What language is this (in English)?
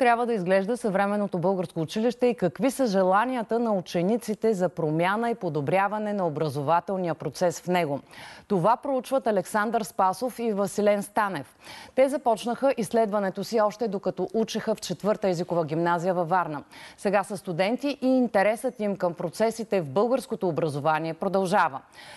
Bulgarian